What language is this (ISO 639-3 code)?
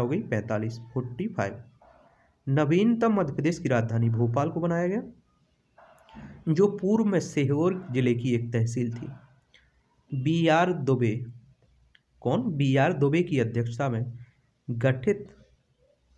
hin